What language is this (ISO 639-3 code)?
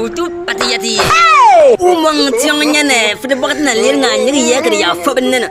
bim